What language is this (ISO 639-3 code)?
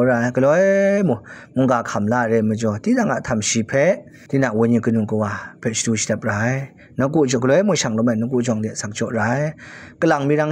kac